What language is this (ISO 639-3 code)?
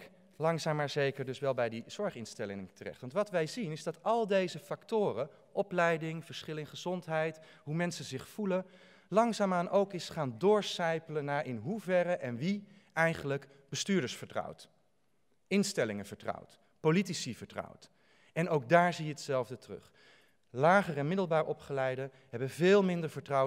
nld